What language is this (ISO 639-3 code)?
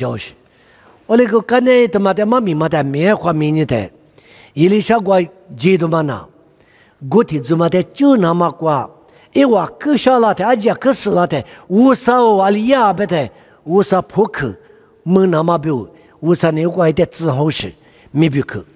lis